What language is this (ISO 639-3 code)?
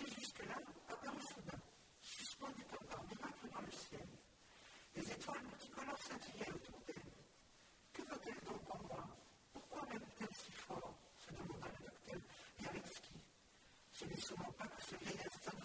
fra